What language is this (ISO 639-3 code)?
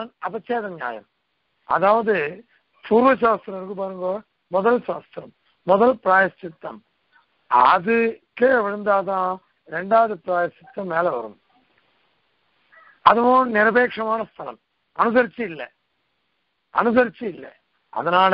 tam